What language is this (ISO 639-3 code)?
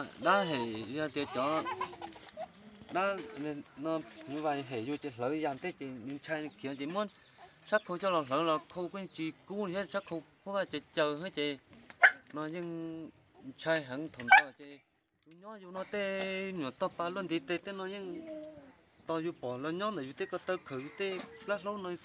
vie